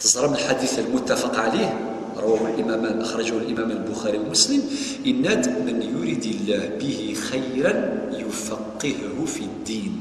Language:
Kabyle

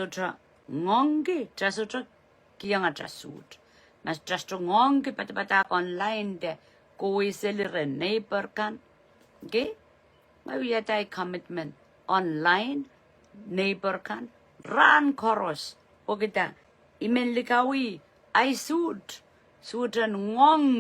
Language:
Pohnpeian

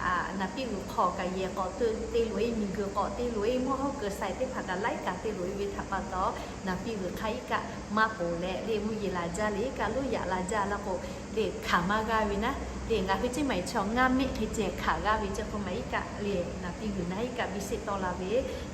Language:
Lahu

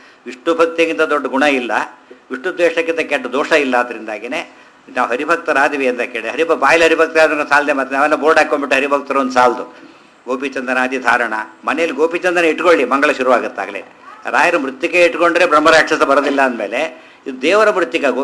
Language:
Kannada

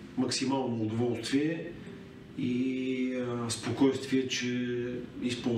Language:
Bulgarian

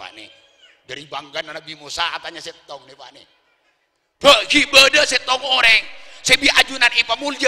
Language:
Madurese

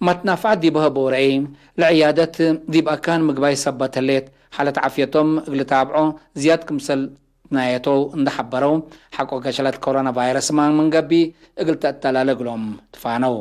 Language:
Tigre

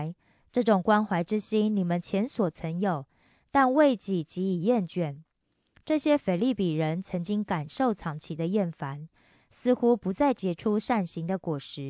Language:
Chinese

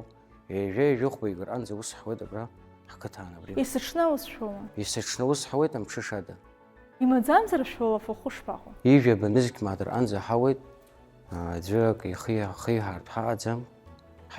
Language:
Abkhazian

